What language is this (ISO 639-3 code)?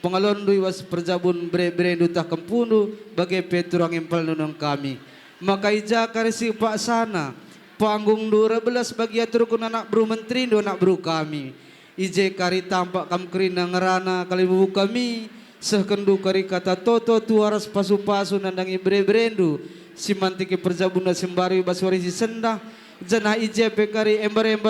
btx